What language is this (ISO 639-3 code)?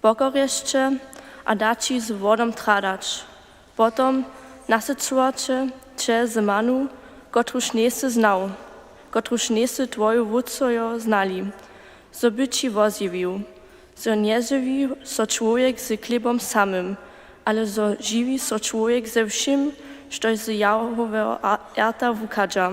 hsb